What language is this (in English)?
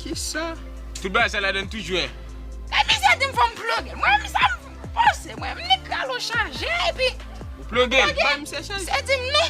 Haitian Creole